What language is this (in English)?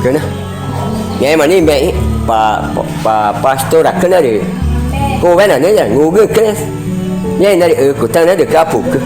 Ticuna